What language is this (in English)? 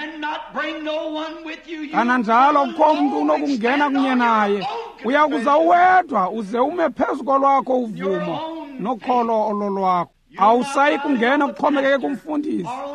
Xhosa